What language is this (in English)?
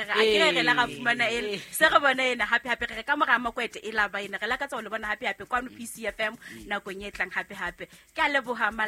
Southern Sotho